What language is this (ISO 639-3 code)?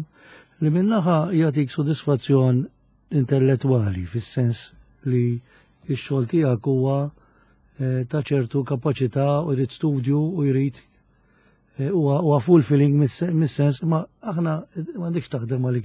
mlt